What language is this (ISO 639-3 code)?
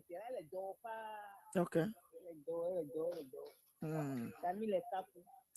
ewe